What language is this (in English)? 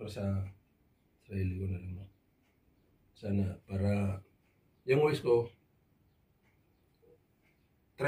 Filipino